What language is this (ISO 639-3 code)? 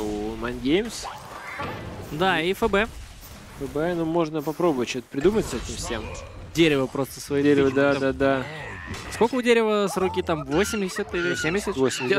rus